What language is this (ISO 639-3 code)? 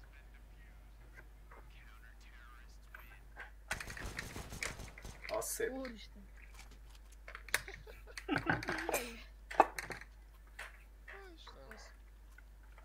hun